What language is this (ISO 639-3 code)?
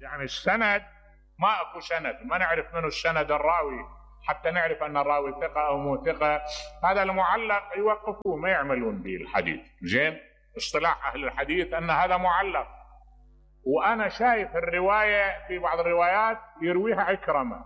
acm